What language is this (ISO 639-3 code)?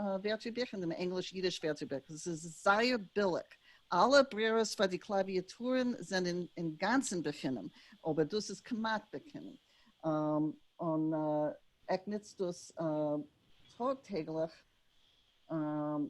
yid